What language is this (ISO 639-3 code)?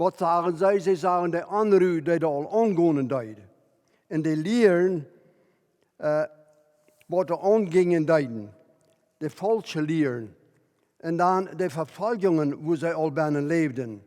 pdt